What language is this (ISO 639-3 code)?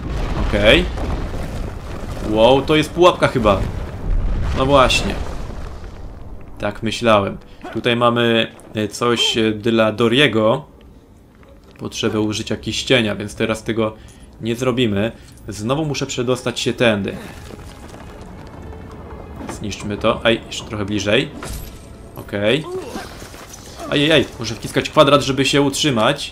pol